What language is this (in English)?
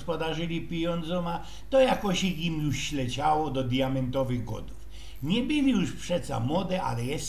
Silesian